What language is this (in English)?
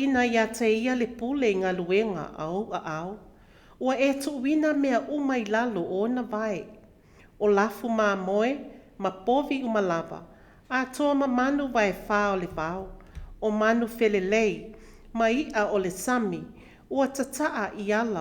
Samoan